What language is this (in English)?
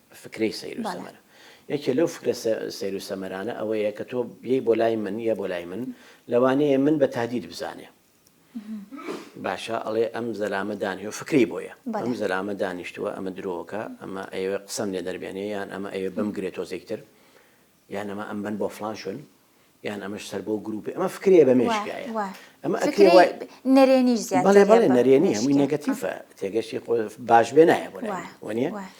Central Kurdish